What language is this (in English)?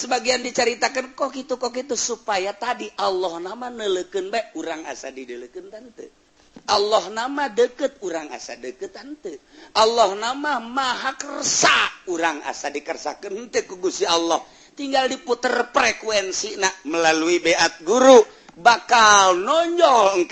Sundanese